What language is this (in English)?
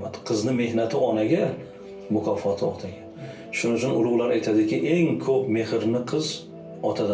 Uzbek